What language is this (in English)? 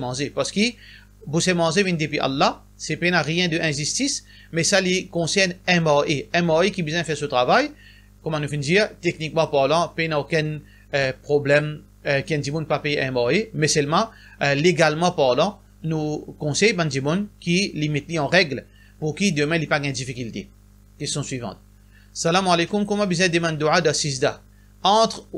Morisyen